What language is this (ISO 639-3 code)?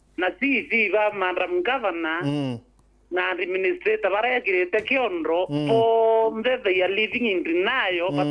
mer